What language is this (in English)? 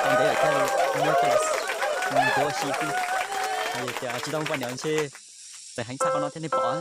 Hmong